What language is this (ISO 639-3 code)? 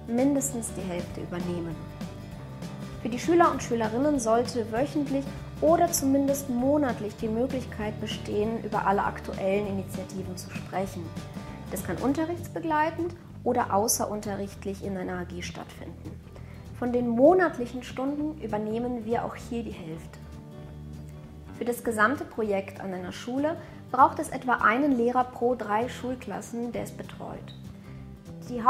deu